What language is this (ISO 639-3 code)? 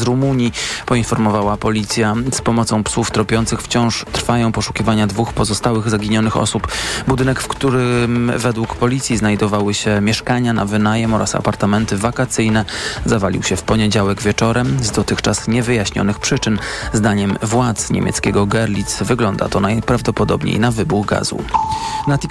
pol